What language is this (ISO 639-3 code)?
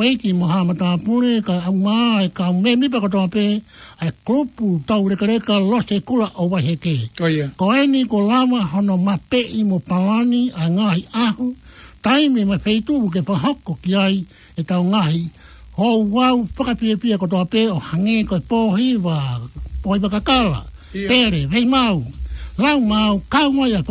ton